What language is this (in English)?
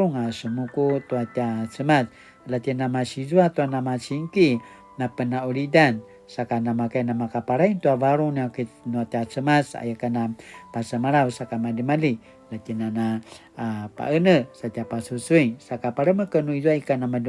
Paiwan